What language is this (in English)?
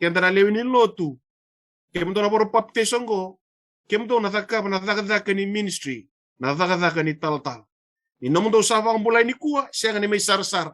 Fijian